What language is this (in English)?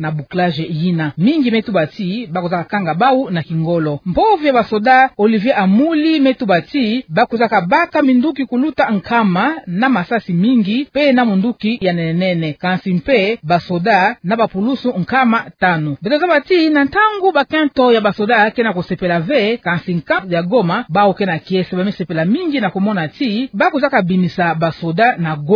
Kituba (Democratic Republic of Congo)